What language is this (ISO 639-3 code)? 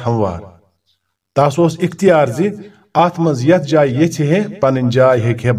kas